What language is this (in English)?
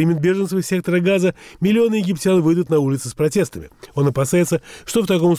Russian